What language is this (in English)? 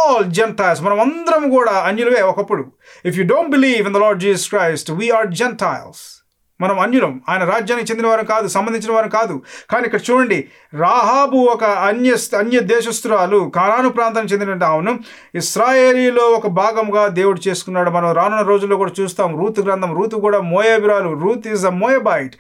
Telugu